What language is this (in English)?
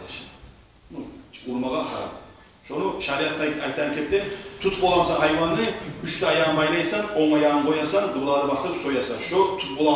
Kumyk